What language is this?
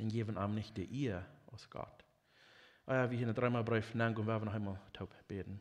Plautdietsch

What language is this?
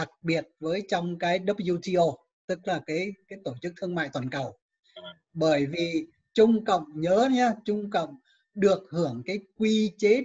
Vietnamese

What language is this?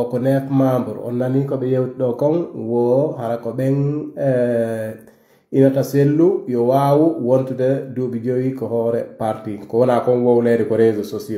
Pular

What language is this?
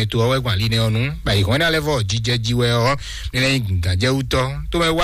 Fon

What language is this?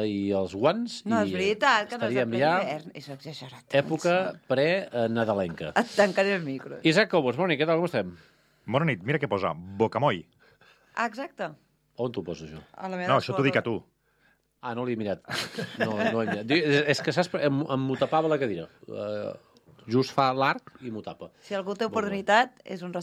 Catalan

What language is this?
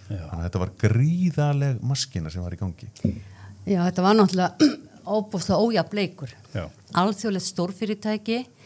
Icelandic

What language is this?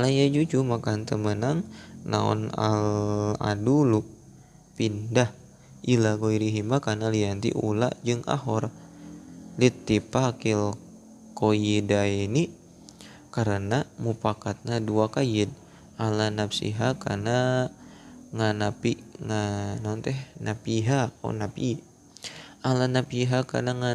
Sundanese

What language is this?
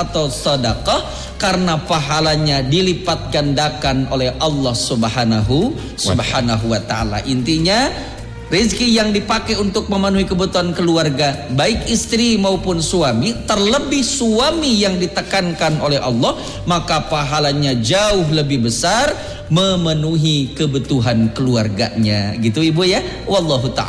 Indonesian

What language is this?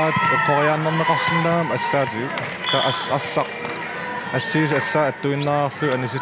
Kalaallisut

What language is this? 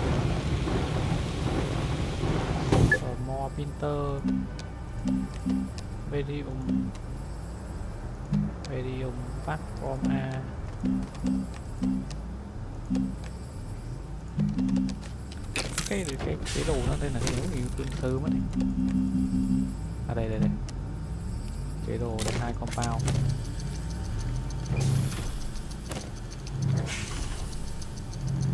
Vietnamese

